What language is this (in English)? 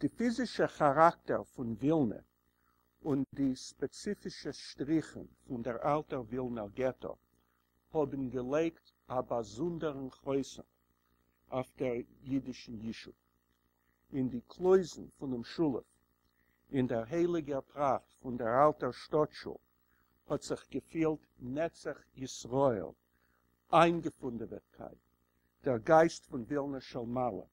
Yiddish